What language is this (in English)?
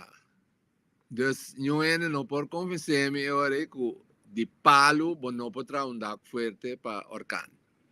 Papiamento